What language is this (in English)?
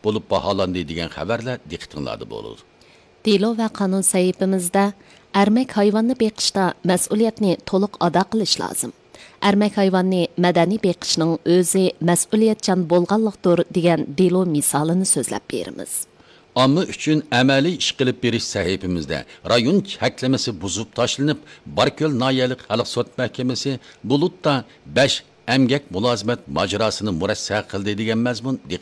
Uyghur